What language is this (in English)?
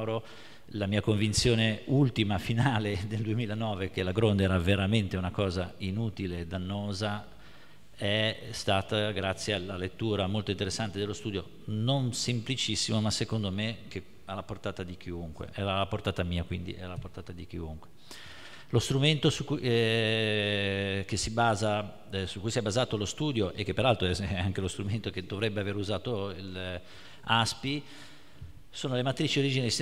Italian